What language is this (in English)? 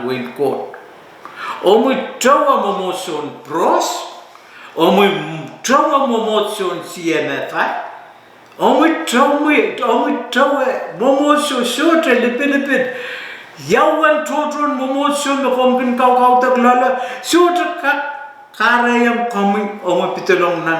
Pohnpeian